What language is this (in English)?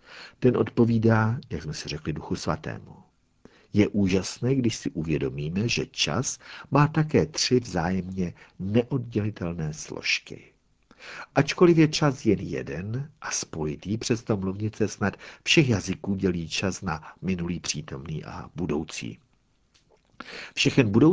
Czech